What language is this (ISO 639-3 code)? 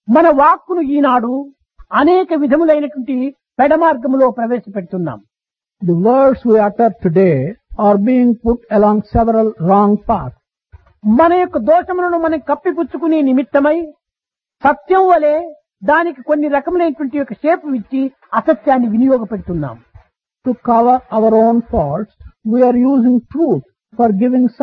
tel